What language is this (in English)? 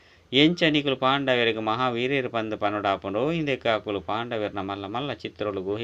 Tulu